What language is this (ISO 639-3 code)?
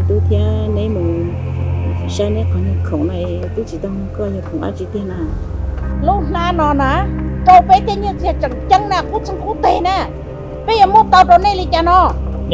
hmn